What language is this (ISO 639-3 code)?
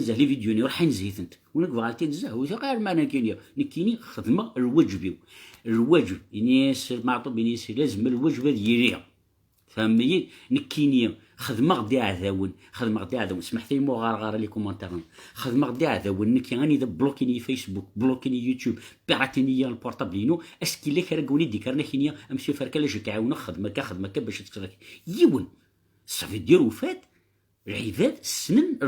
kab